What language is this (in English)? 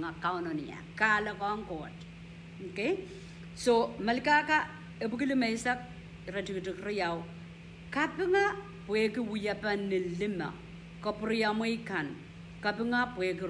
Pohnpeian